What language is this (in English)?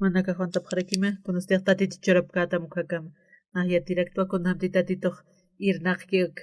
Aymara